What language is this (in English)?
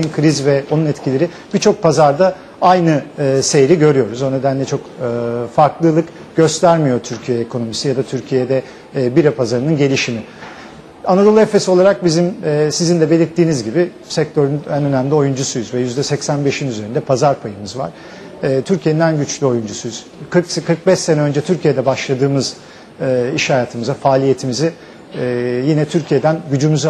Turkish